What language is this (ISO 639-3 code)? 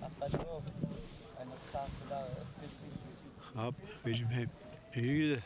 kal